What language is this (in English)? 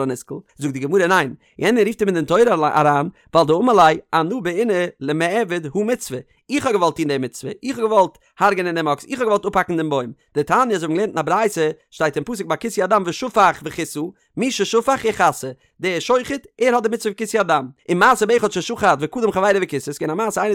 Yiddish